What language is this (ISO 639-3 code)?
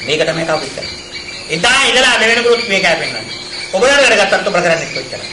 sin